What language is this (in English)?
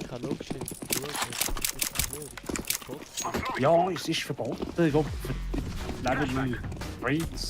Swiss German